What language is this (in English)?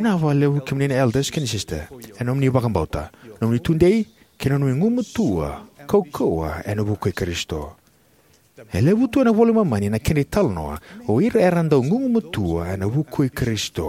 Fijian